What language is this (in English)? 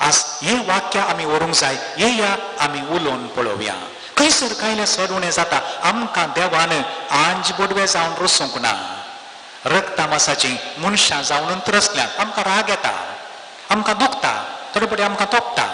Konkani